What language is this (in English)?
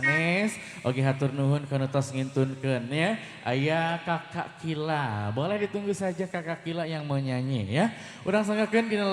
Sundanese